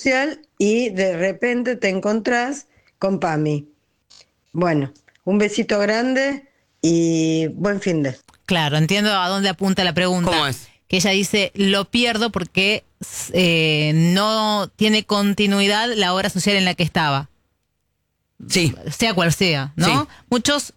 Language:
Spanish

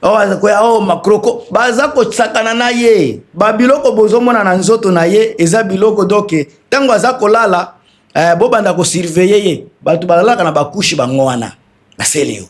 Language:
Lingala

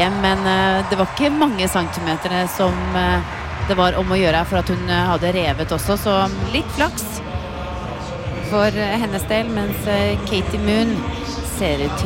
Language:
Norwegian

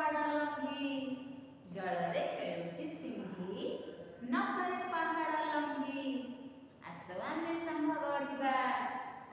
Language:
Odia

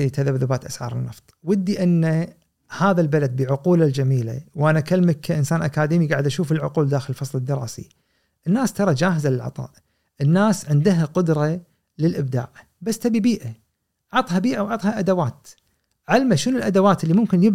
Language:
Gulf Arabic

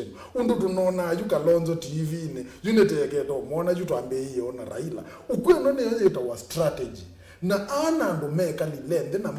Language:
Kamba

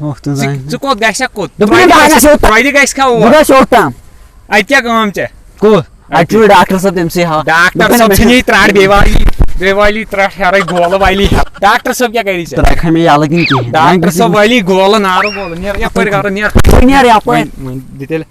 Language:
Kashmiri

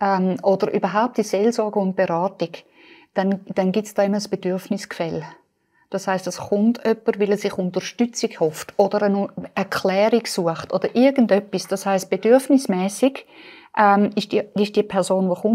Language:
Swiss German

